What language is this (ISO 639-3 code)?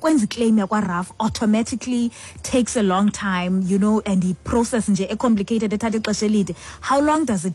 xho